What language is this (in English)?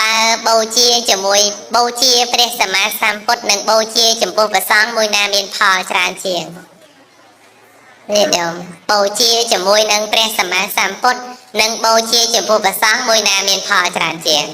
Khmer